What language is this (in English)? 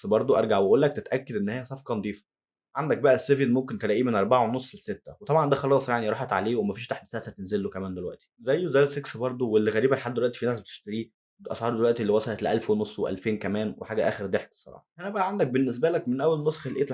Egyptian Arabic